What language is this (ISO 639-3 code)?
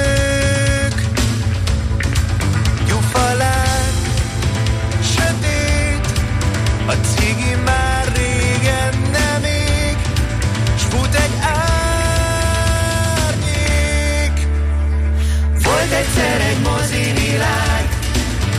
hun